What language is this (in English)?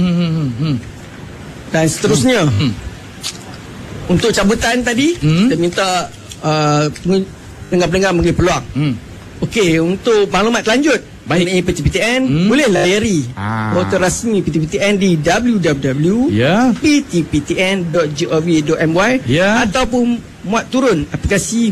Malay